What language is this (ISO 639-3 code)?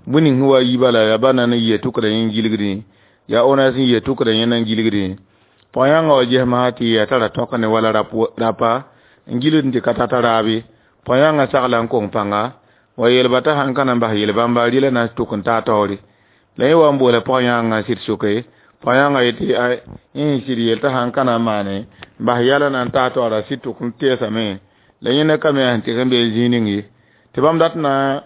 mos